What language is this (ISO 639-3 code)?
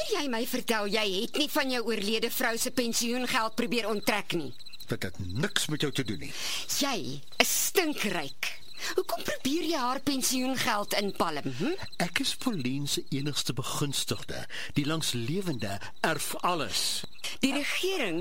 afr